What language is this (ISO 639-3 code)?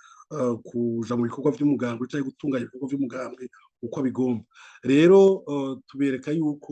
run